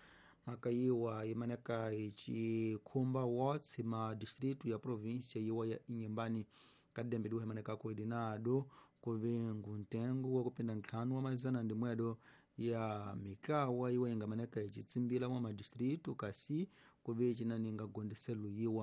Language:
Tsonga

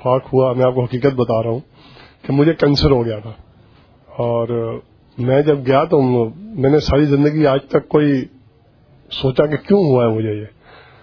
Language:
Urdu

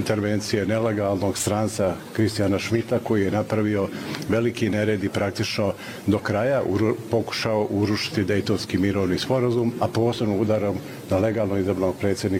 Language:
Bosnian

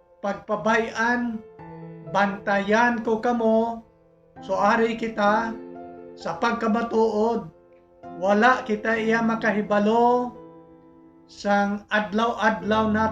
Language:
Hiligaynon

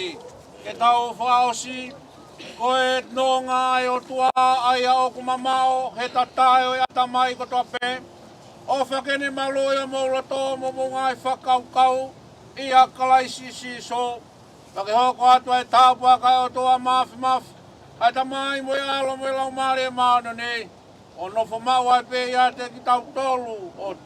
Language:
Tongan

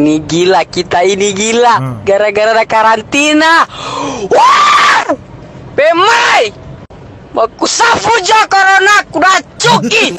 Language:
Manado Malay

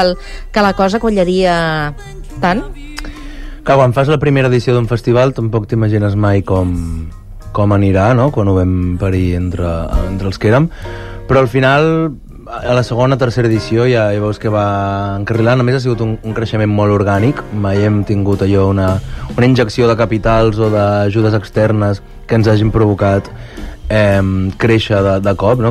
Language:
Catalan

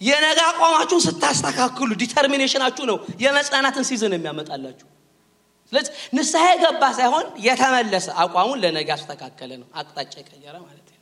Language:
Amharic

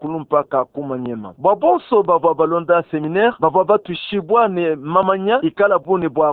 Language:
Luba-Lulua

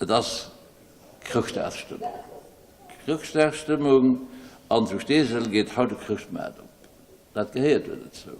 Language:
Luxembourgish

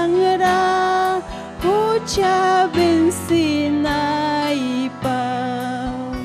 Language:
Ayacucho Quechua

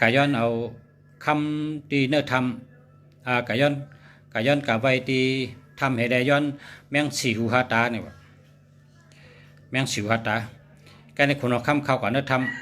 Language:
Shan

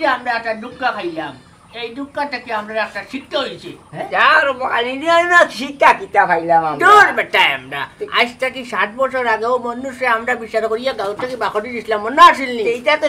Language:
Sylheti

